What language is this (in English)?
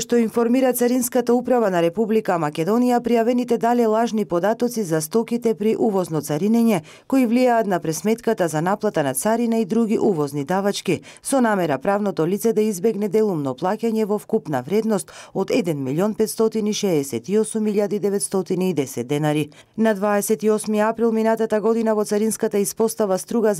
Macedonian